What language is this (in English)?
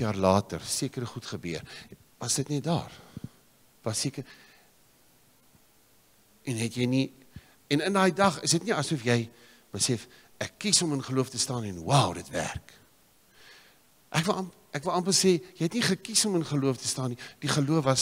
Afrikaans